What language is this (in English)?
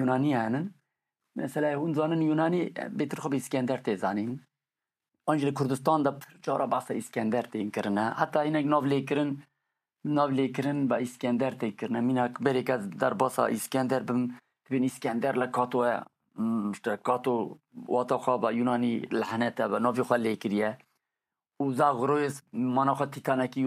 Kurdish